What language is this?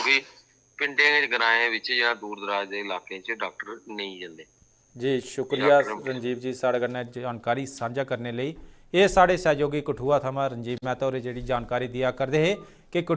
Dogri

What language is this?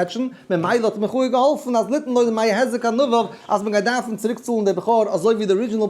Yiddish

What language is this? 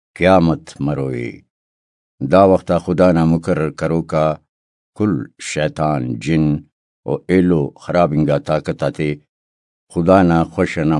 Brahui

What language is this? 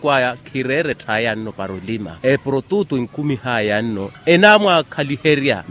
Makhuwa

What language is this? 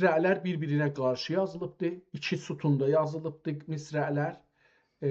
South Azerbaijani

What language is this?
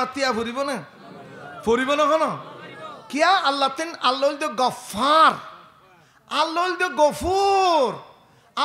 Rohingya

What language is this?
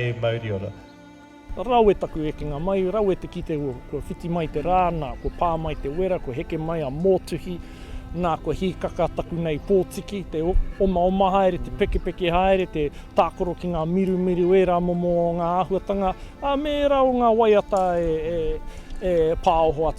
Māori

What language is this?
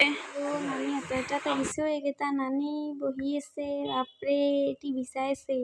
Assamese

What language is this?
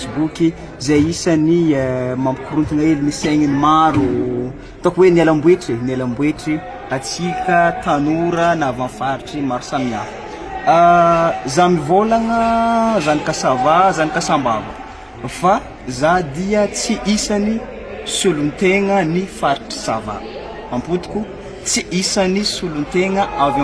Malagasy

